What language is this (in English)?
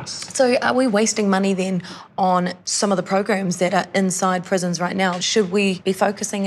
English